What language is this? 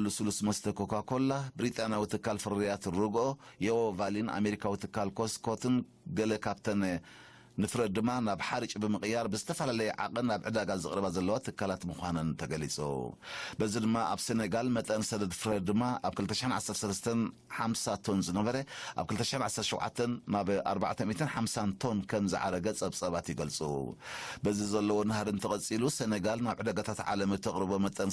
Tigrinya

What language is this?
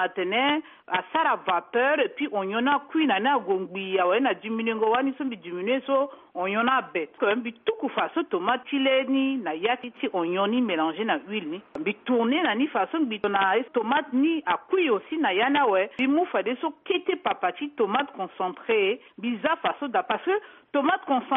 Sango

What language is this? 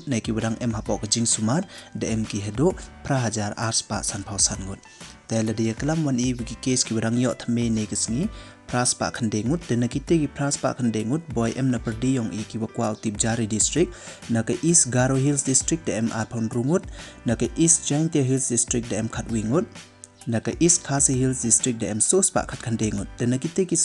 Pnar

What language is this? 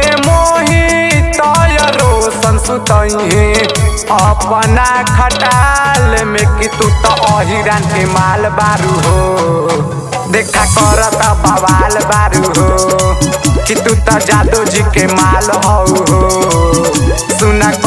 Bhojpuri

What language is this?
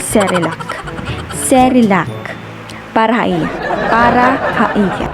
Waray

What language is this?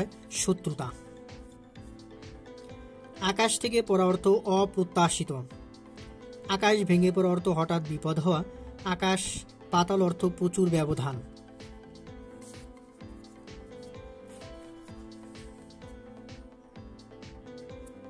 Bangla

